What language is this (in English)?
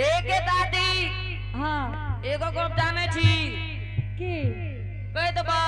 Angika